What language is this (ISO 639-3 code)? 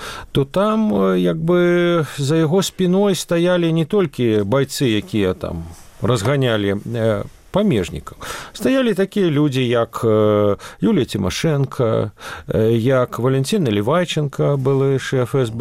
bel